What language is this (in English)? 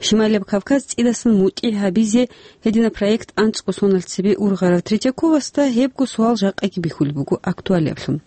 Avaric